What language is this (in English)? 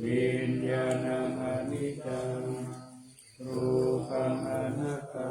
Pali